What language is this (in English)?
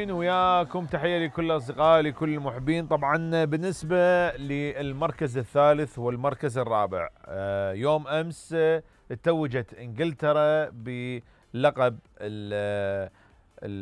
Mesopotamian Arabic